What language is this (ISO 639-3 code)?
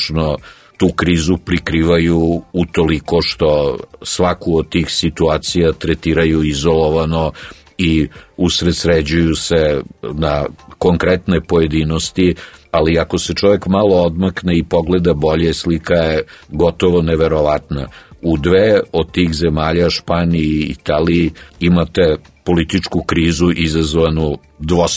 srp